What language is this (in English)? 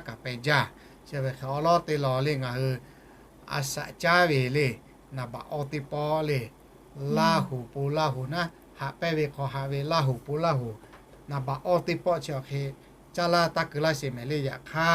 Lahu